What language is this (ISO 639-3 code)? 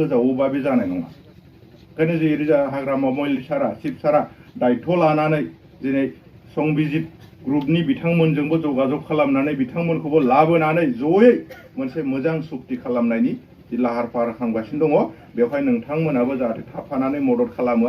brx